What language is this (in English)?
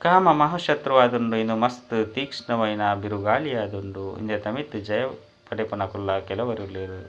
Tulu